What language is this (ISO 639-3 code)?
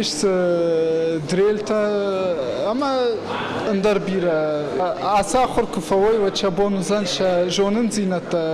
oss